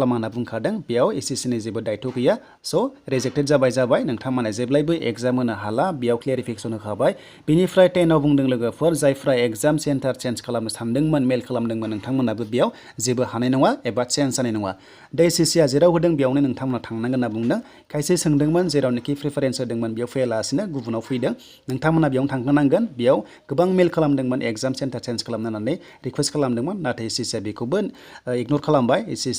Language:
Bodo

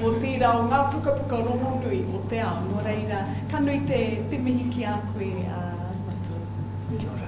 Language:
Māori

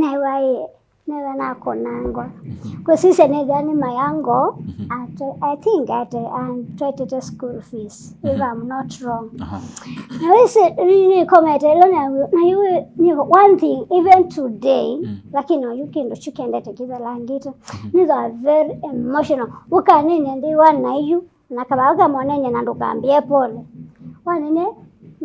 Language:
Kamba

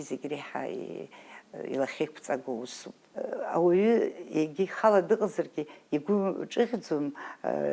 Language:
Abkhazian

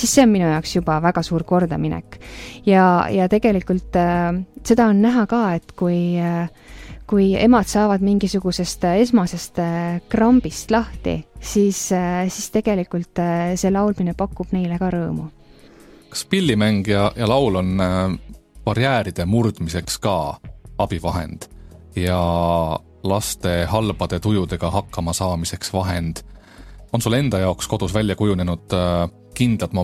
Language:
Estonian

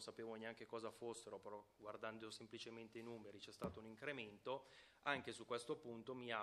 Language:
Italian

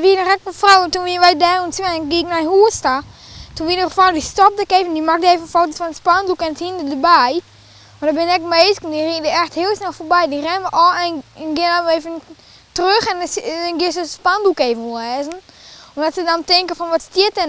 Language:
Western Frisian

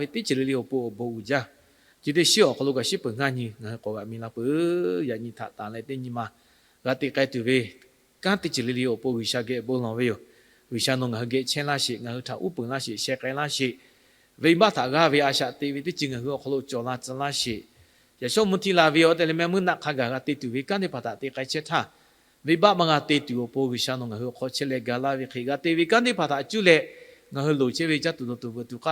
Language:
Lahu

